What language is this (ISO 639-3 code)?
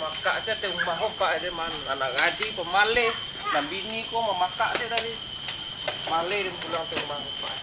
min